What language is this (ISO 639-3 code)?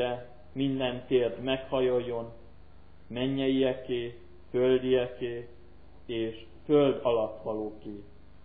hun